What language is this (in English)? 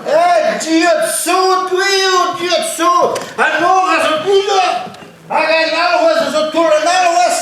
Breton